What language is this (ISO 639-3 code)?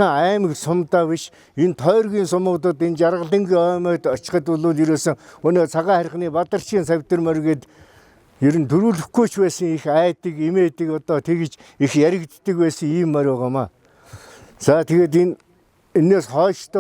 mon